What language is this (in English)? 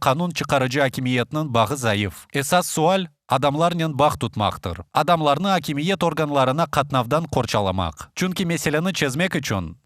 Crimean Tatar